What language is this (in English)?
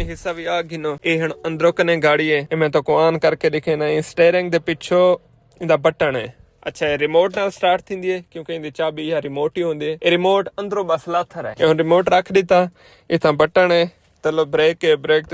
Saraiki